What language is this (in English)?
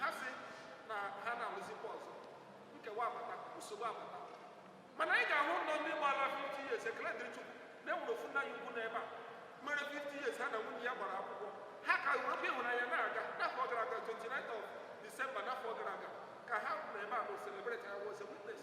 Igbo